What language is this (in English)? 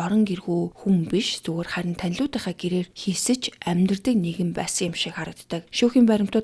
Mongolian